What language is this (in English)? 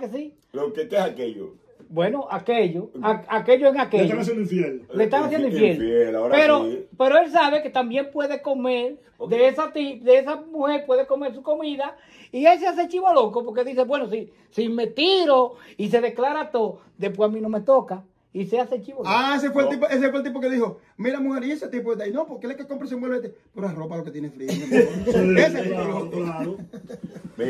Spanish